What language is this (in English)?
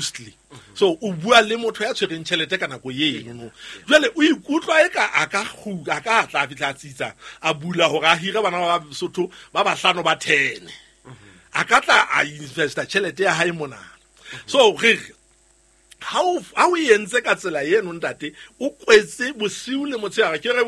Southern Sotho